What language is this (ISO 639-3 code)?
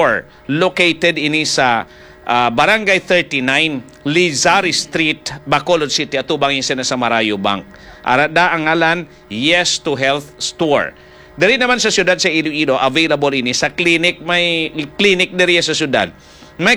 hil